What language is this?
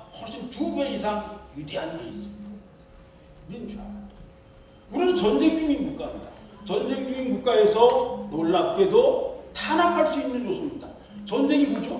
Korean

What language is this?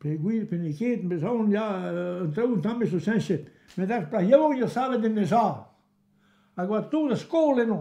Breton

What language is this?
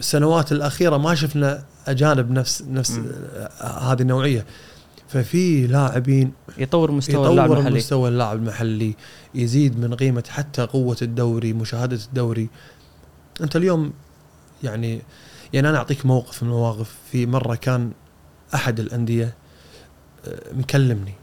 Gulf Arabic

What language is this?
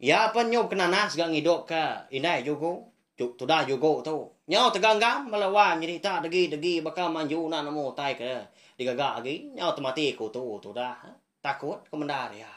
Iban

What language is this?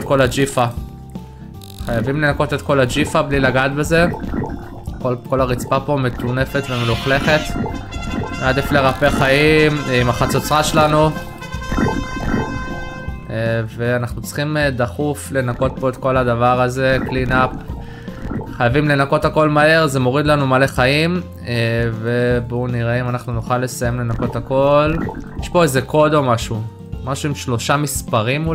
Hebrew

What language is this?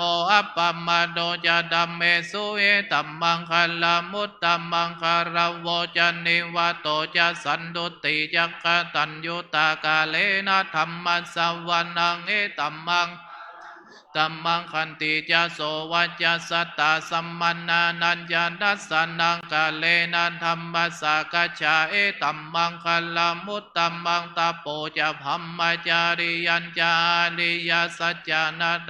Pali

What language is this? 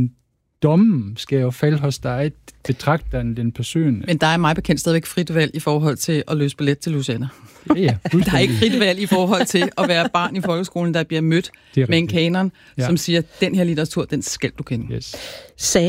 Danish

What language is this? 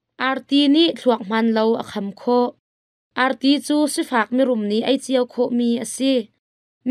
Hakha Chin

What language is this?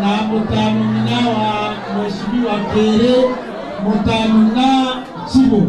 Meru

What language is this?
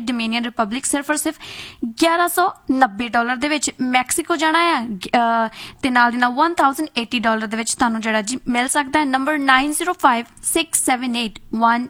Punjabi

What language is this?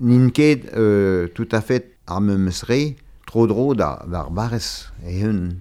Breton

